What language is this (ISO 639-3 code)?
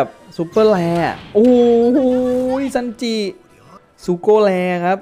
tha